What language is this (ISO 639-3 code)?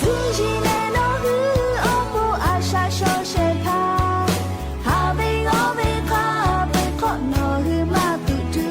lhu